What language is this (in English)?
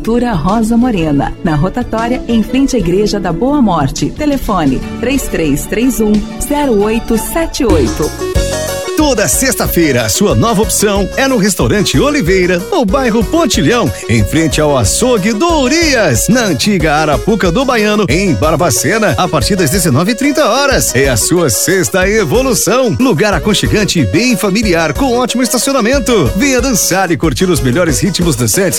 Portuguese